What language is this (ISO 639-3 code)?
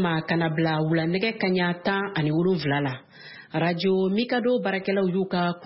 bam